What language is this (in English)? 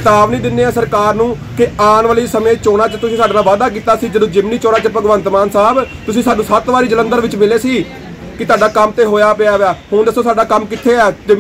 Punjabi